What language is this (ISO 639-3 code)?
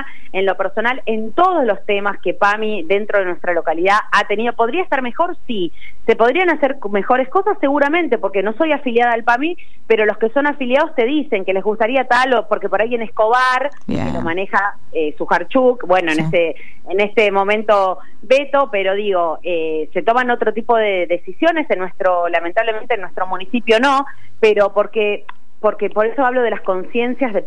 spa